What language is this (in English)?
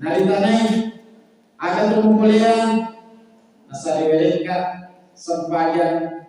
Buginese